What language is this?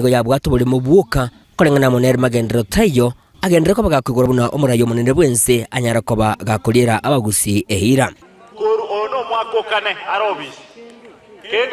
Gusii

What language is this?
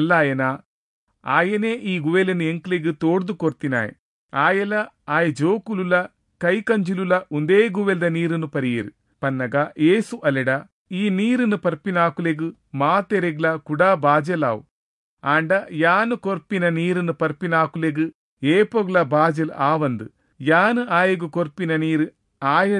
Tulu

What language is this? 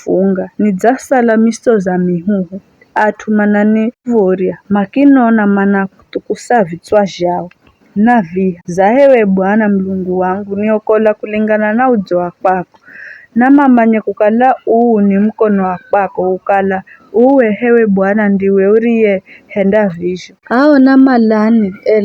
Giryama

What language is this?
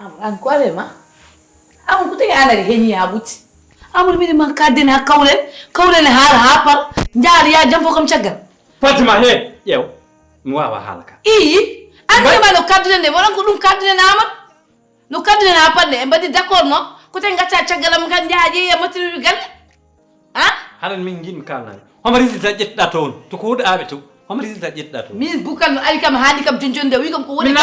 Fula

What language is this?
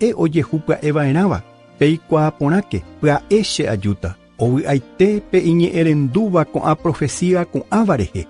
Guarani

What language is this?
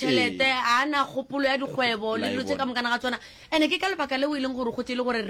Northern Sotho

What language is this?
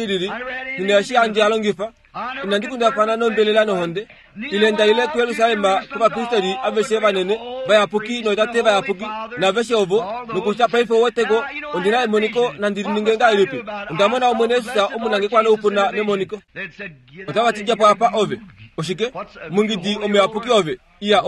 Kuanyama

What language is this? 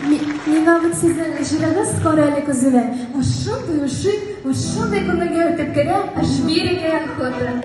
Tatar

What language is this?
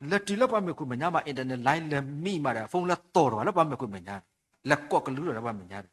S'gaw Karen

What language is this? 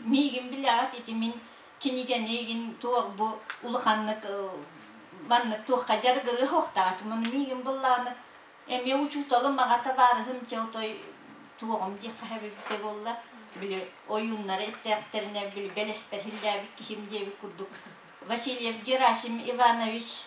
Yakut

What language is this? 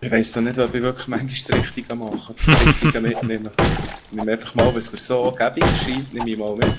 Swiss German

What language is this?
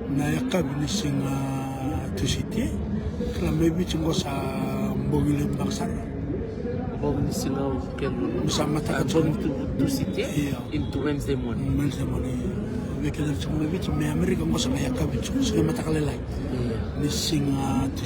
Fijian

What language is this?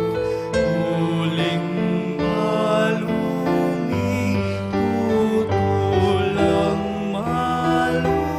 Pampanga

